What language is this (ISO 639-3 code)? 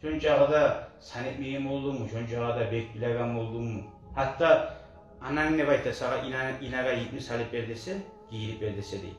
kum